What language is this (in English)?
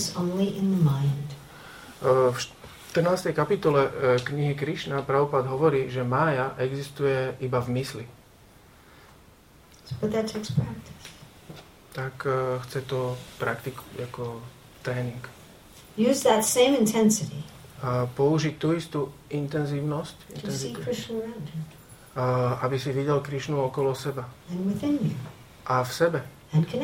Slovak